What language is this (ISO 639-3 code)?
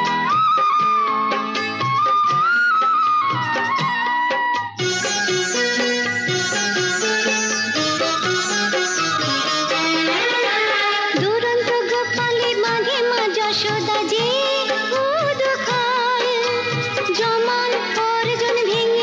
ben